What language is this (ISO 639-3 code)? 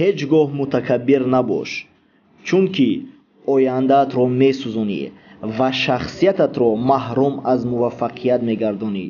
tgk